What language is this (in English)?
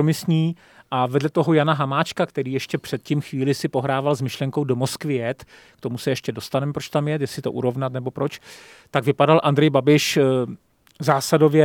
Czech